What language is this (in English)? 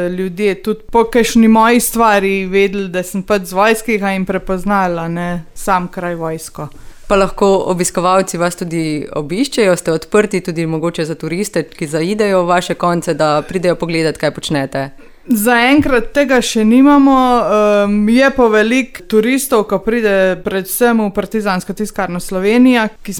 Slovenian